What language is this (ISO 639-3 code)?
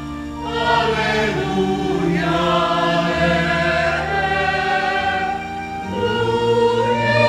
pam